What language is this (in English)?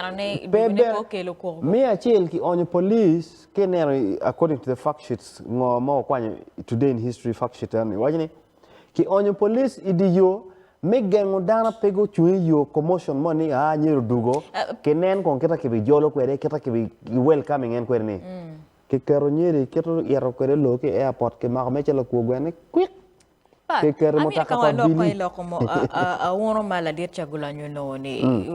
Acoli